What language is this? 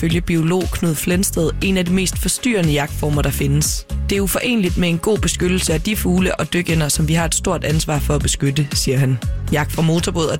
Danish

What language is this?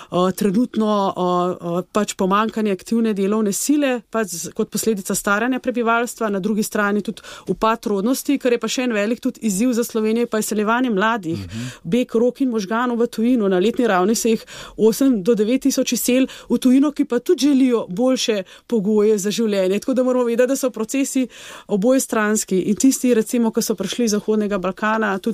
Slovenian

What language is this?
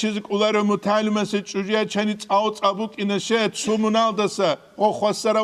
Avaric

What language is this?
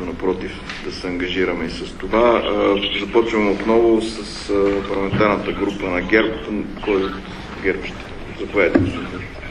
Bulgarian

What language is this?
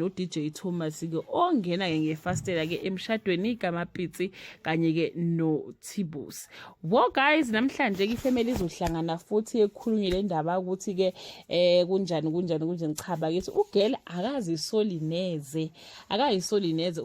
Zulu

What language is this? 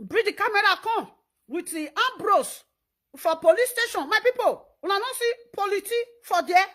Nigerian Pidgin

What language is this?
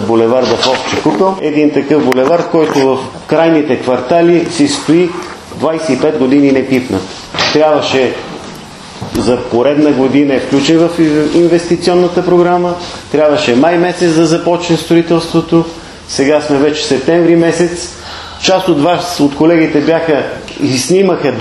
Bulgarian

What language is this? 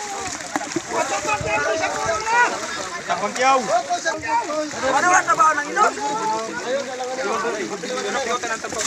Filipino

